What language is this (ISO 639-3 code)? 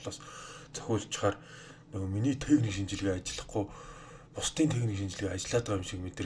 mon